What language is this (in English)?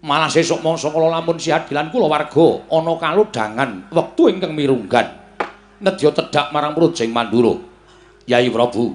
Javanese